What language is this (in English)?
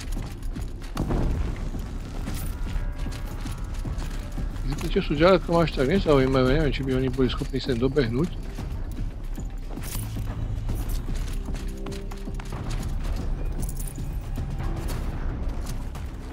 Slovak